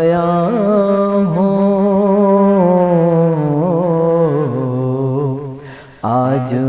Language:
Brahui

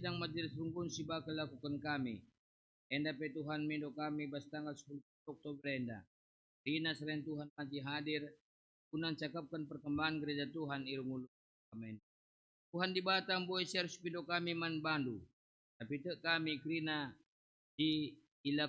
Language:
Batak Karo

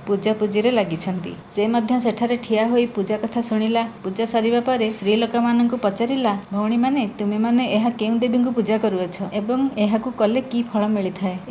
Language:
Odia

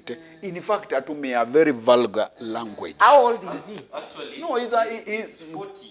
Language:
Kamba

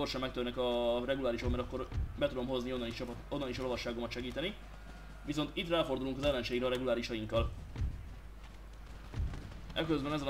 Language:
Hungarian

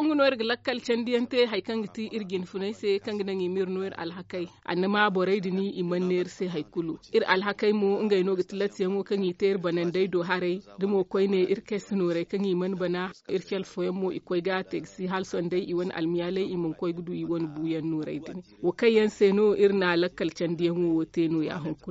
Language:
Zarma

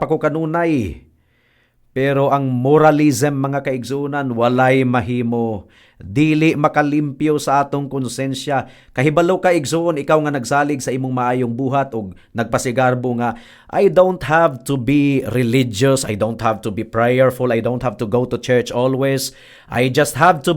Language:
Cebuano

